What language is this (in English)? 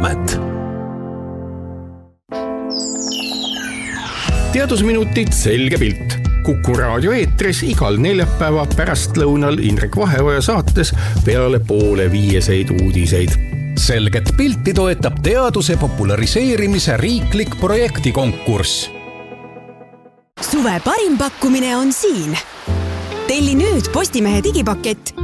Estonian